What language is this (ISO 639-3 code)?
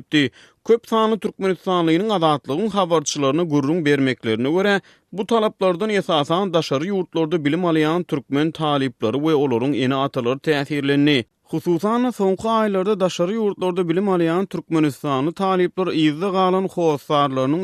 tuk